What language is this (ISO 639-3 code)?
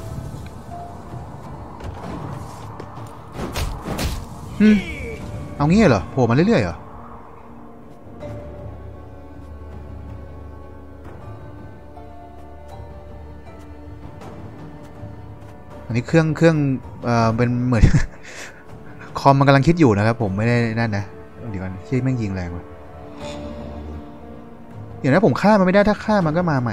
tha